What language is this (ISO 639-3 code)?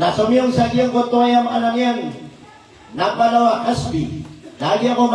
mrw